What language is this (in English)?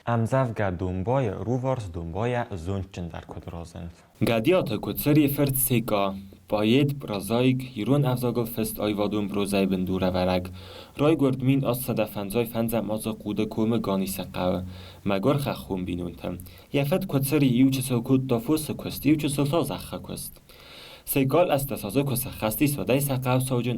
Ossetic